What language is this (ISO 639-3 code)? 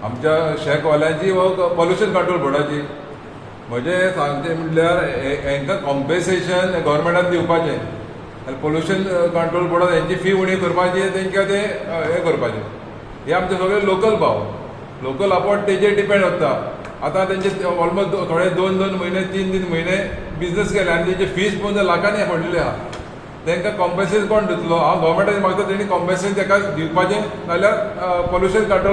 kok